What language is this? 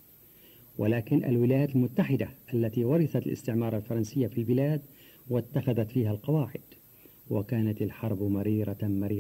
Arabic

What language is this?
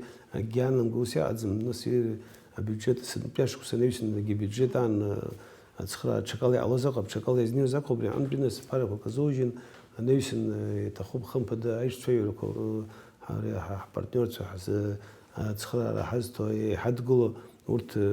Abkhazian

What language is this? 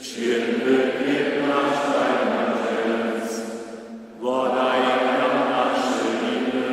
Upper Sorbian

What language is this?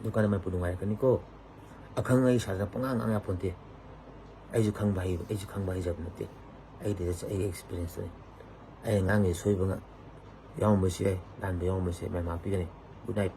Manipuri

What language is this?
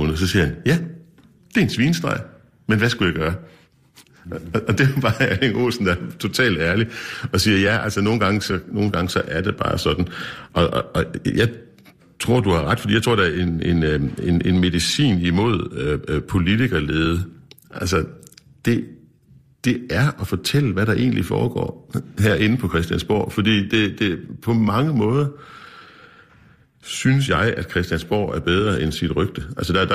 Danish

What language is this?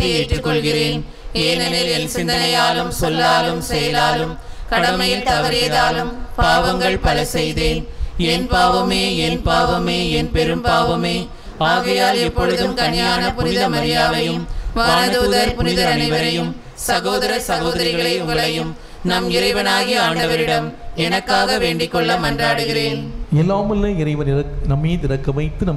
Tamil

